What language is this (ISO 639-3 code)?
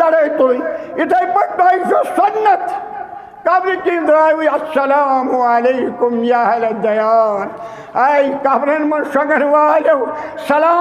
kas